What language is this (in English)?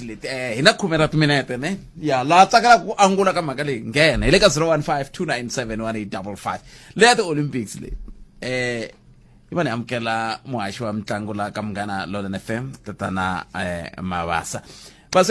Tsonga